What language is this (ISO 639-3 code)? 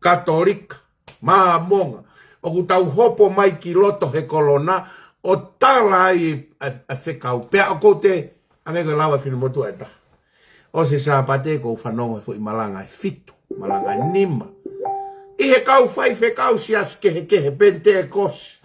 ton